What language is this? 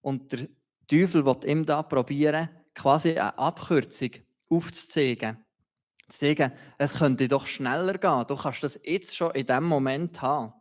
Swiss German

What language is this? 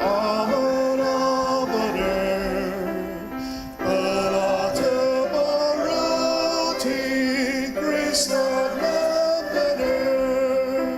Ao Naga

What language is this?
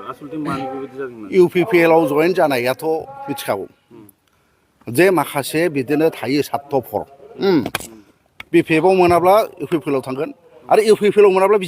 Bodo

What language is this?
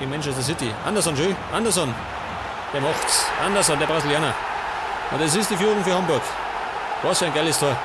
Bavarian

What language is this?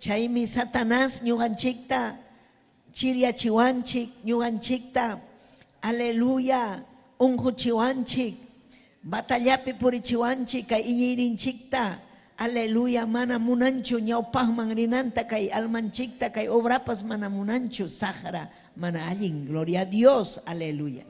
Ayacucho Quechua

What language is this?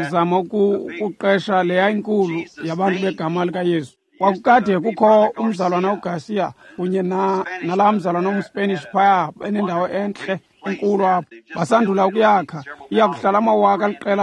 Xhosa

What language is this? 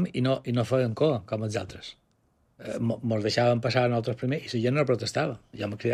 Catalan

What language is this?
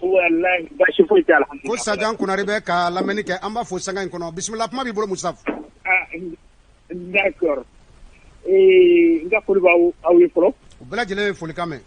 Bambara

